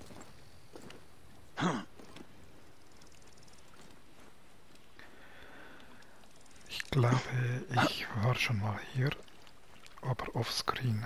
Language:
German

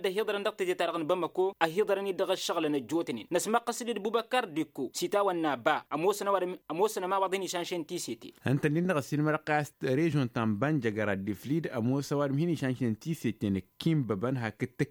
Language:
Tamasheq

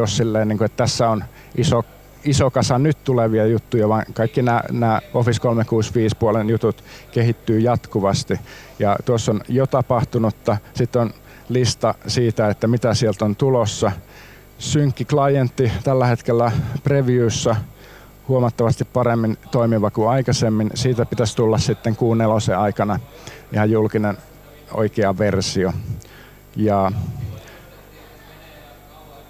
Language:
Finnish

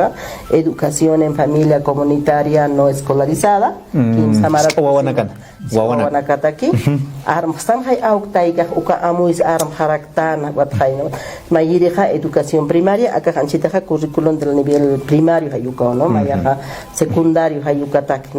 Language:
Aymara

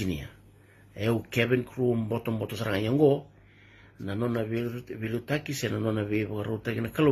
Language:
Fijian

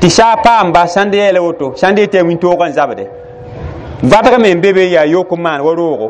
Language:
Mossi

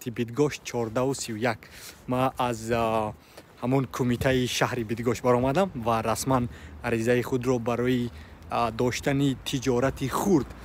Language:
Tajik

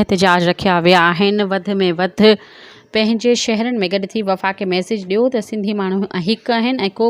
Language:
Sindhi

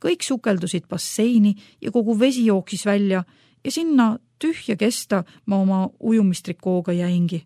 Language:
Estonian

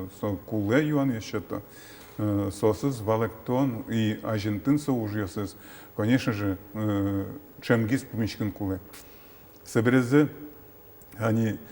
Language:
Udmurt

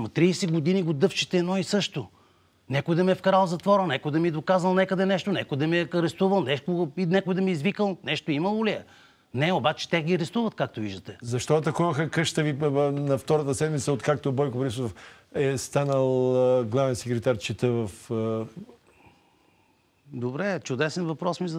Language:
Bulgarian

